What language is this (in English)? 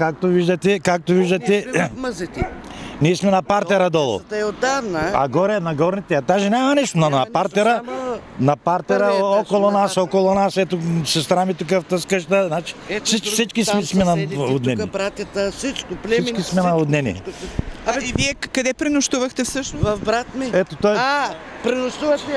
Bulgarian